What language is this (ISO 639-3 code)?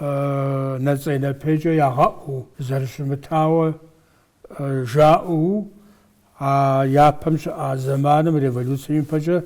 kbd